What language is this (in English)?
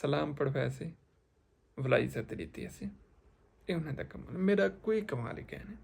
Saraiki